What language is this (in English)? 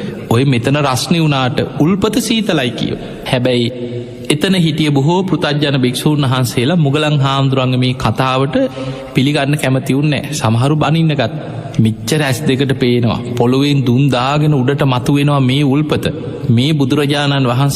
Sinhala